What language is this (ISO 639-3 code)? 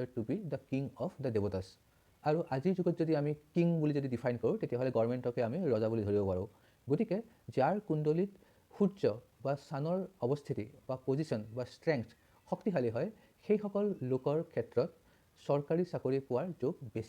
asm